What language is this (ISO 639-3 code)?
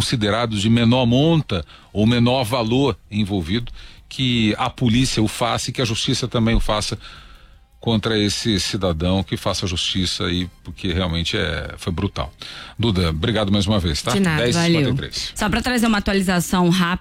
por